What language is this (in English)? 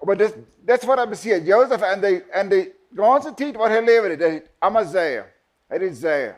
Plautdietsch